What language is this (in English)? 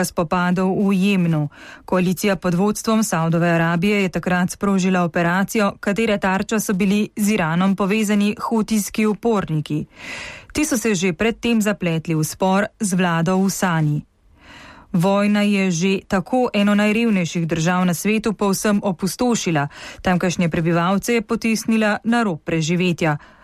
Slovenian